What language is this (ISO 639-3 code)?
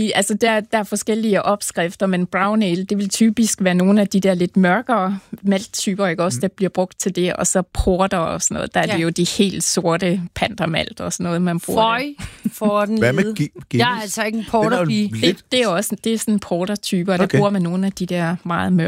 dan